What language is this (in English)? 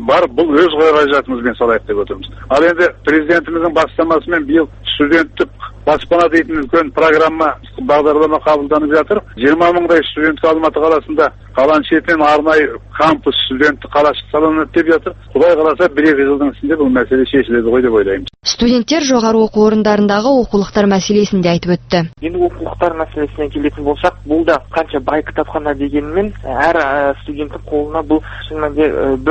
Kazakh